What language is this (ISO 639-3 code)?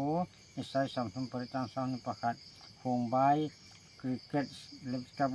hmr